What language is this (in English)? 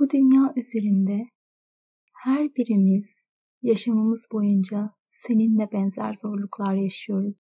Turkish